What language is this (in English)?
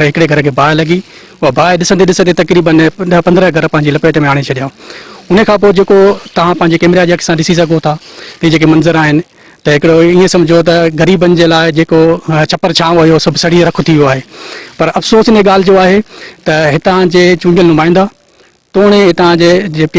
Sindhi